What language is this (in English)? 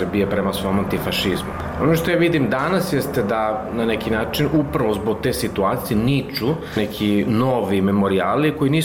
Serbian